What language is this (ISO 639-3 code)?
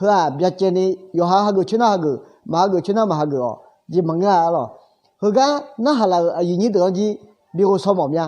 ahk